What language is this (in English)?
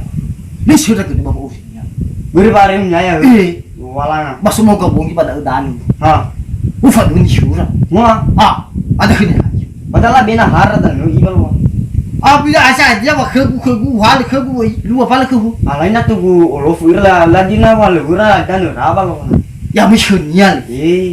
Nias